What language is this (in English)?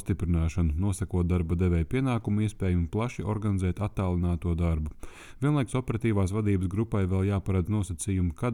Latvian